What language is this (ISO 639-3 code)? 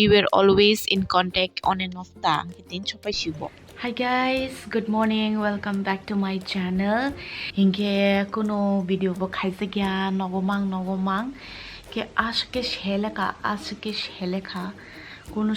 trp